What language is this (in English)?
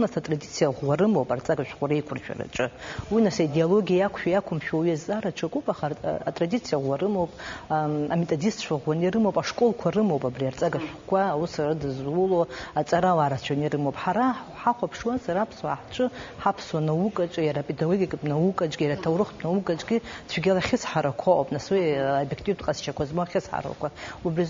Abkhazian